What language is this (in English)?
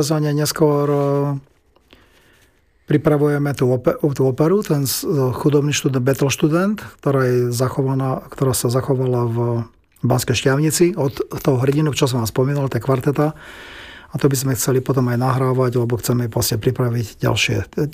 Slovak